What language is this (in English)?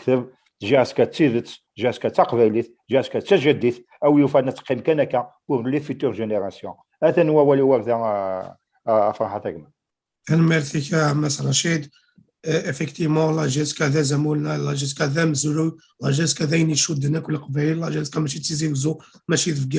Kabyle